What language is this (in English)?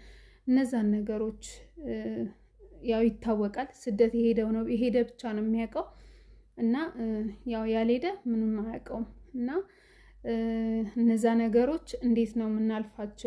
Amharic